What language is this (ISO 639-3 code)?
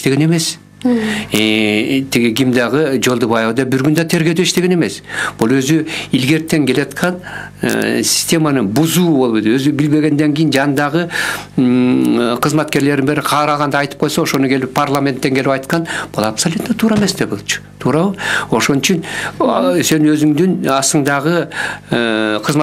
kir